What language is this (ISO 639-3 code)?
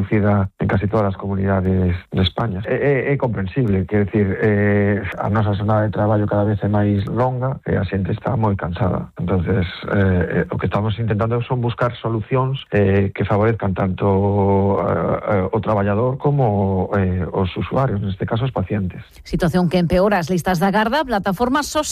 glg